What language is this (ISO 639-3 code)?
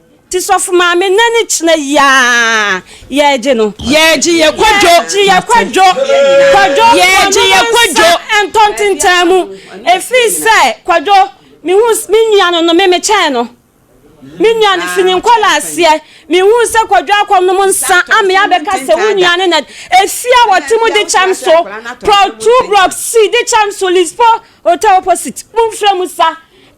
aka